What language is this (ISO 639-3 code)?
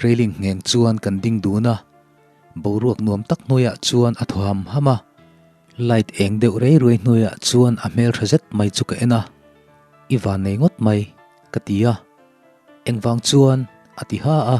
lus